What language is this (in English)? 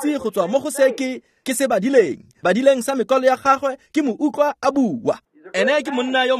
Tswana